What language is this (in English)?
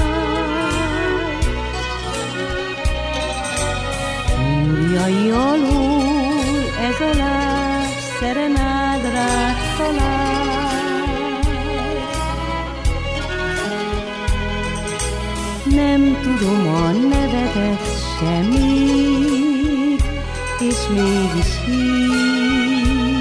Hungarian